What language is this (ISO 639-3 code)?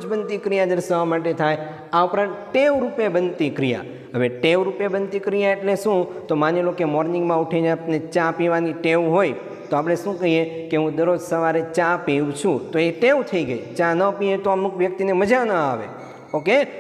guj